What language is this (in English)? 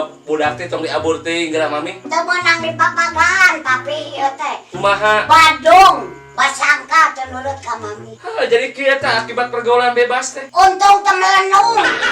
Sundanese